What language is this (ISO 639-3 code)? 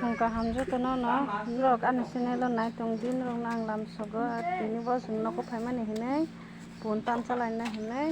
trp